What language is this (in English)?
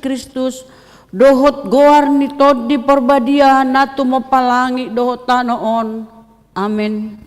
Batak Toba